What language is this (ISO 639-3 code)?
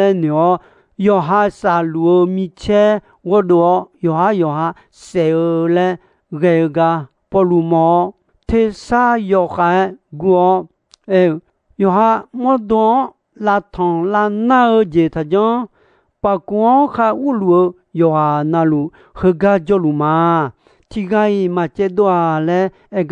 ahk